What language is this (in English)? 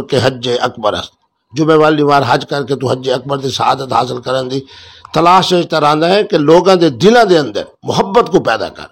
Saraiki